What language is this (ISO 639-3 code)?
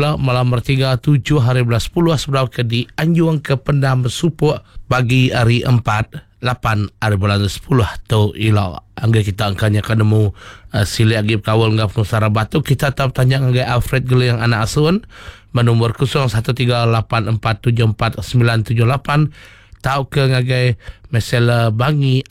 iba